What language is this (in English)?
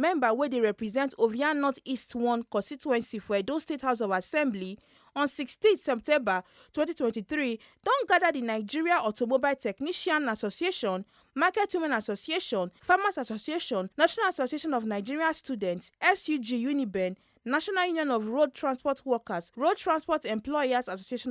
Nigerian Pidgin